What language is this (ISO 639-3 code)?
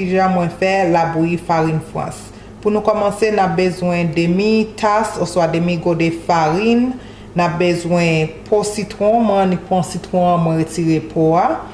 hat